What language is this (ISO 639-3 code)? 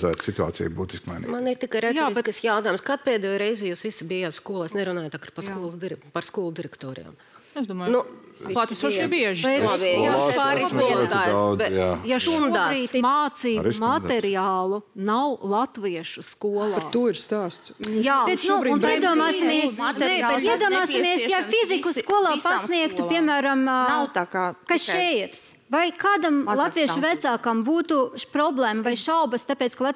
lav